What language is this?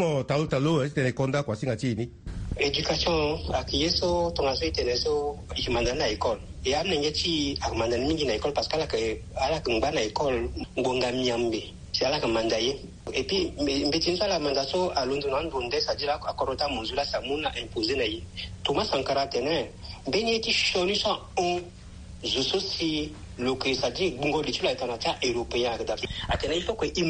Sango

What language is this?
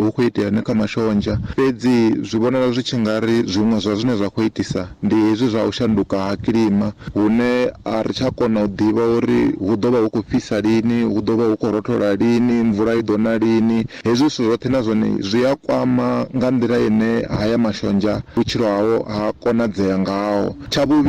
Venda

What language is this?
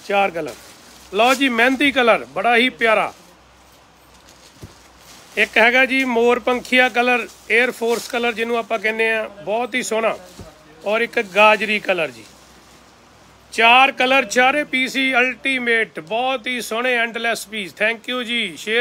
Punjabi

